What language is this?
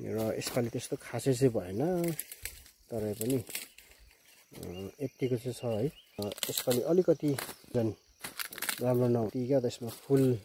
Nepali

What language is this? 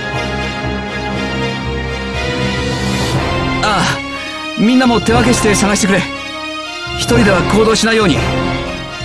Japanese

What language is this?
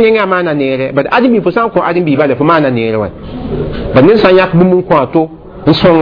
Mossi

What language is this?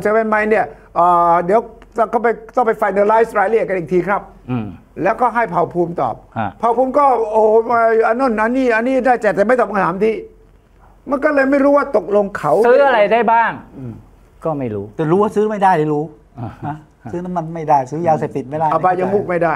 Thai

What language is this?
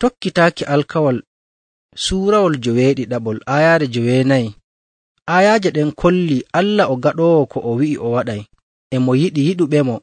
Nigerian Fulfulde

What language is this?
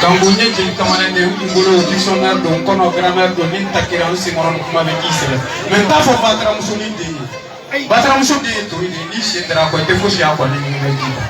Bambara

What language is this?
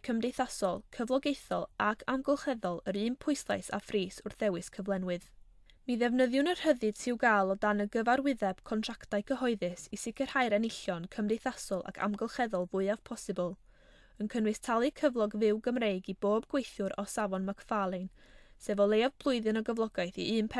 Welsh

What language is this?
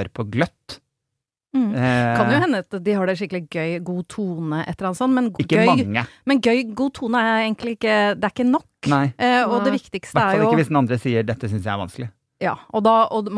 Norwegian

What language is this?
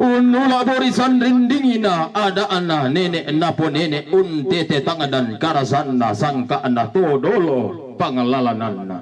Toraja-Sa'dan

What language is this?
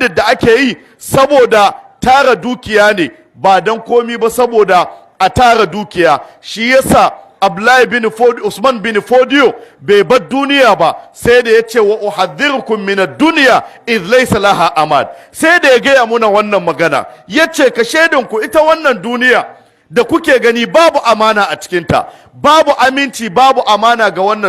Hausa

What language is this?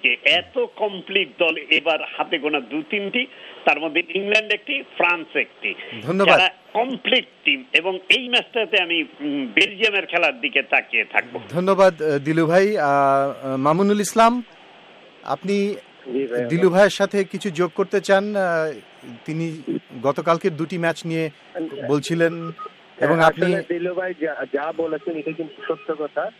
Bangla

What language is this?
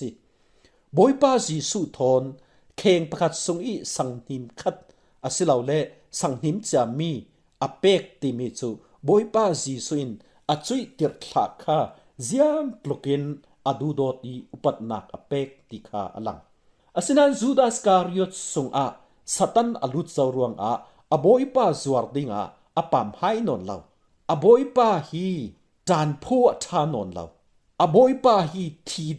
Falam Chin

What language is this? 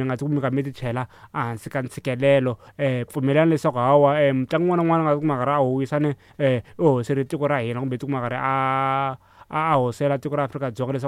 Tsonga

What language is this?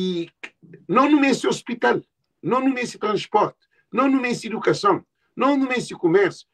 Kabuverdianu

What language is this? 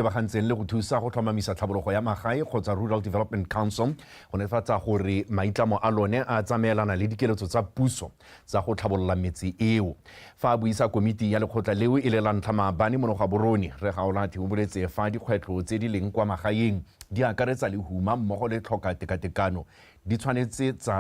Tswana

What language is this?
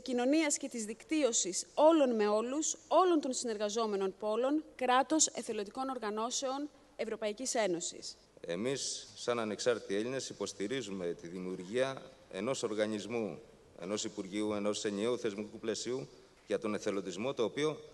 Greek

